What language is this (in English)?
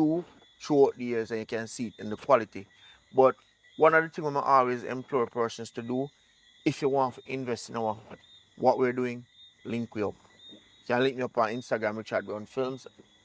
Jamaican Creole English